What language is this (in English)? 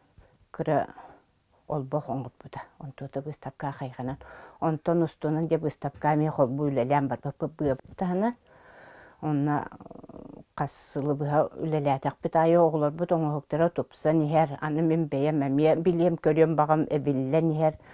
Yakut